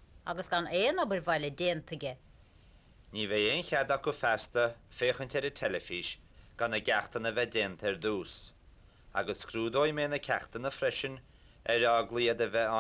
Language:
Irish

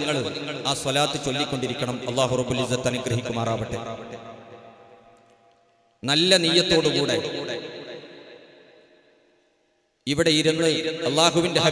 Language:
Malayalam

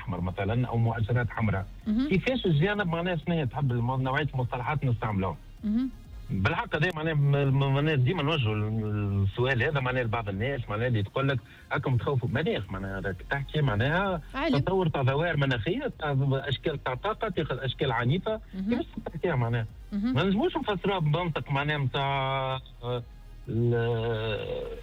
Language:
Tunisian Arabic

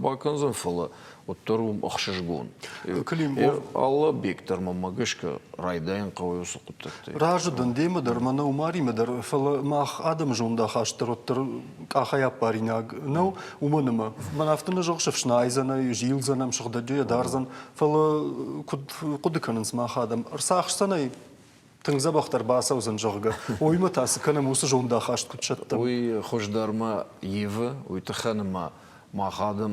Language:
Ossetic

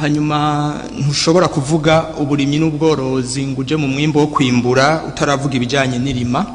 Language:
Rundi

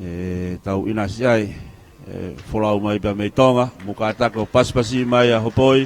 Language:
Tongan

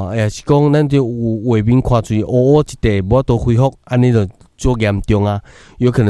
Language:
Min Nan Chinese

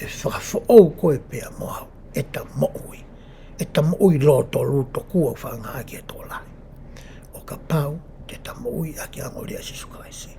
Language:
Tongan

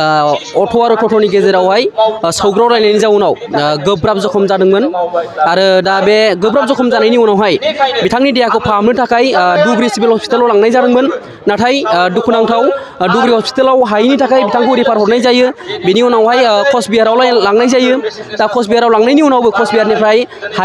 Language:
Bodo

